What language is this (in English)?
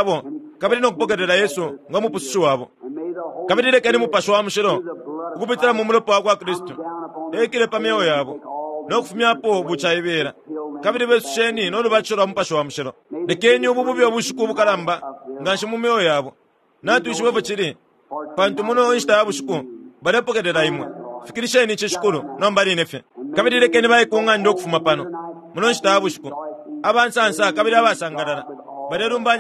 Bemba